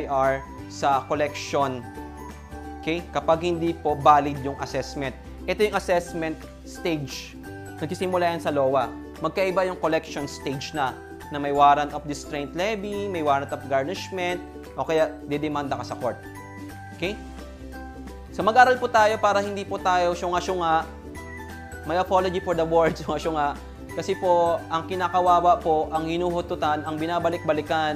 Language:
Filipino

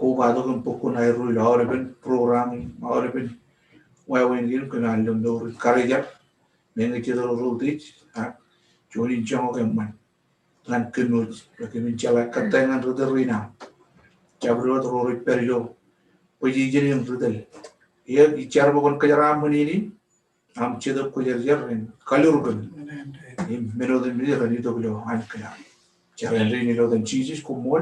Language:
Marshallese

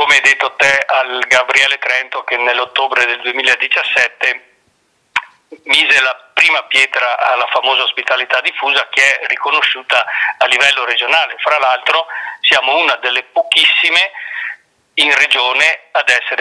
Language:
Italian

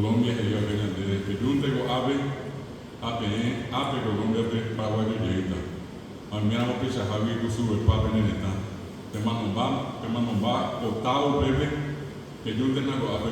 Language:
Guarani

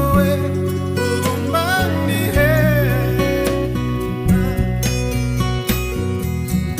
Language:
Kinyarwanda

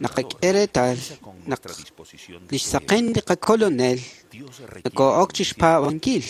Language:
Kekchí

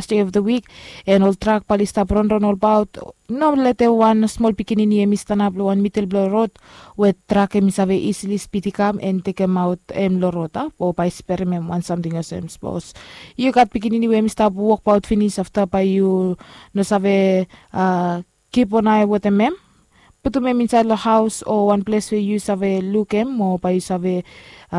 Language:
Bislama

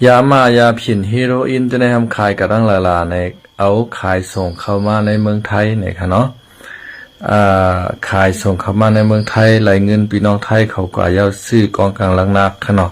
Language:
Shan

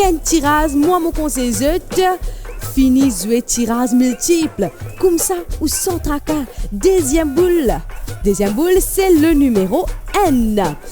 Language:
Morisyen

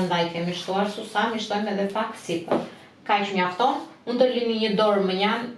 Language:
Albanian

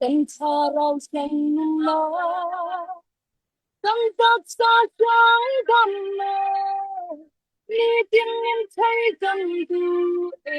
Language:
Falam Chin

